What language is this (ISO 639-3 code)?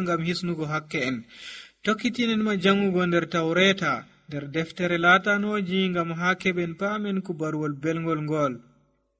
fuv